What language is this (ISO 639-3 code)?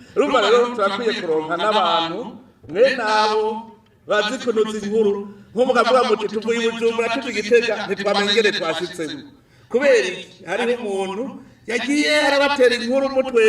run